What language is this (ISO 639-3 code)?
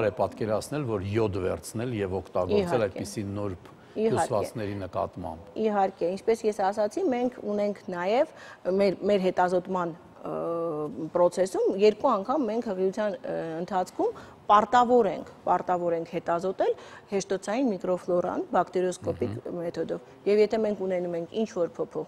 hye